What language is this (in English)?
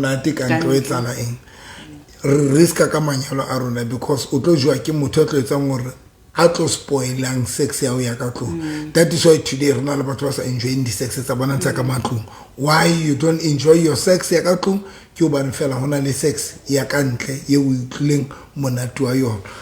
Southern Sotho